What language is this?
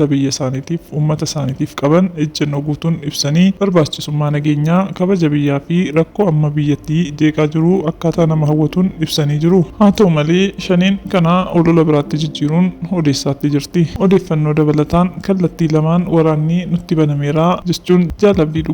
Oromo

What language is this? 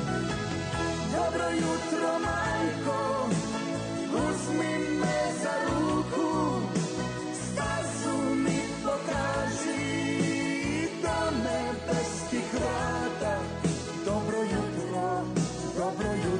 Croatian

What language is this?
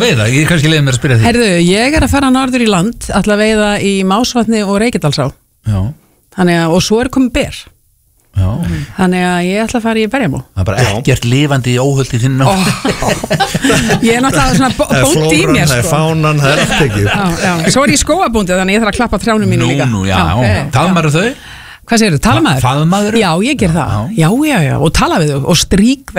Icelandic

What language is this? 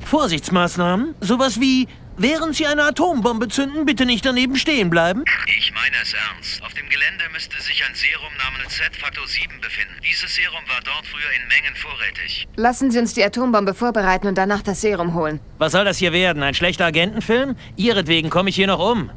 Bavarian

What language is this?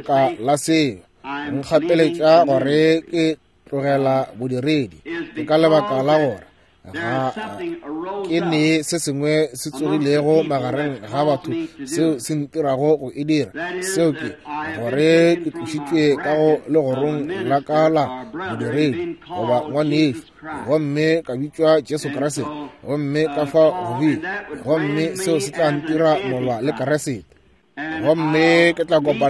Northern Sotho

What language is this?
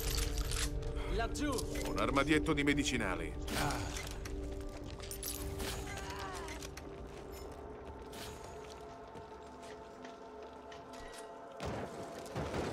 Italian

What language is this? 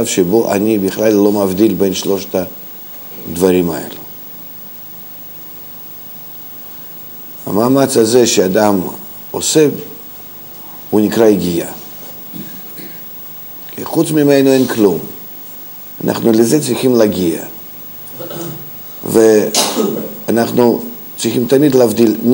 Hebrew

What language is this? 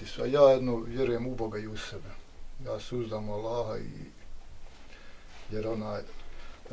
Bosnian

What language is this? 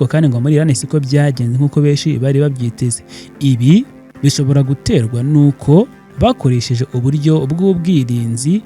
Kinyarwanda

